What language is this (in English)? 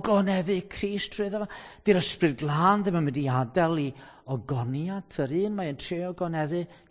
Welsh